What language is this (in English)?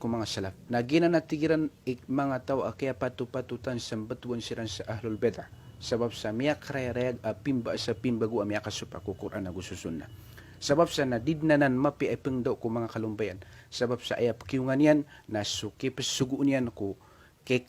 Maranao